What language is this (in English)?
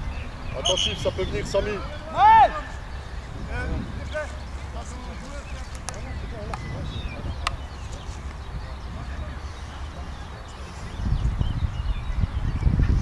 French